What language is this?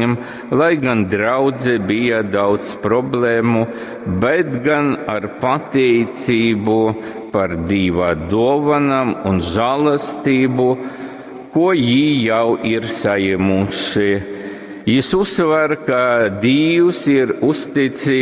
Latgalian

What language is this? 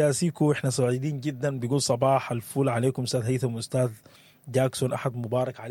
Sudanese Arabic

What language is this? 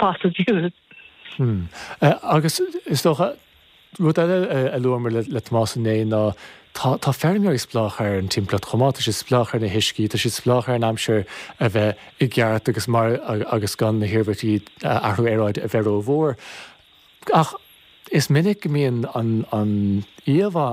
Irish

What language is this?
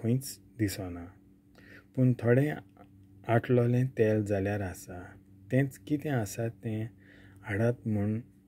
Konkani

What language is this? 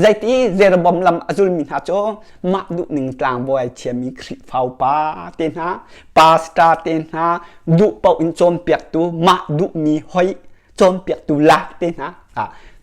Hakha Chin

